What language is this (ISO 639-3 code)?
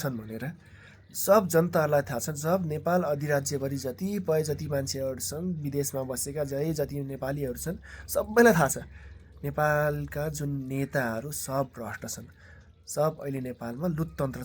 nep